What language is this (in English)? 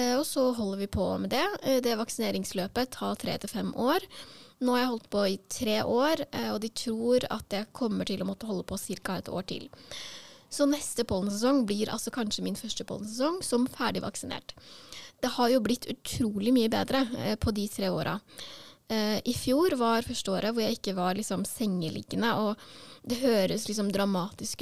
Norwegian